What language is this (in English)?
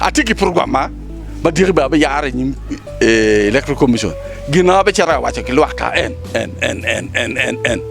Acoli